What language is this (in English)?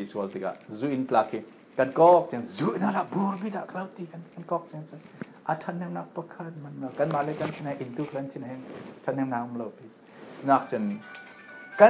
Falam Chin